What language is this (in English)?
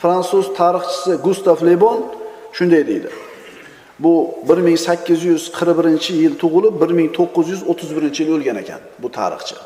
Uzbek